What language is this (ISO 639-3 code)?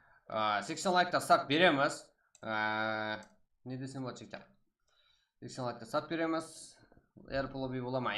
kaa